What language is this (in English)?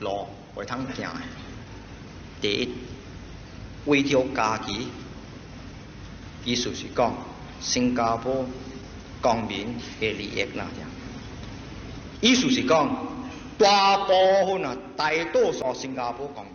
Min Nan Chinese